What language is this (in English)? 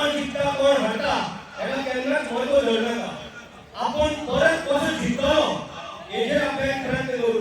Konkani